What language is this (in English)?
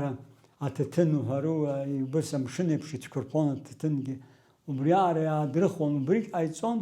Abkhazian